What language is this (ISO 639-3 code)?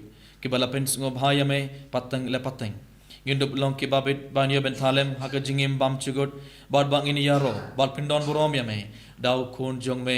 kha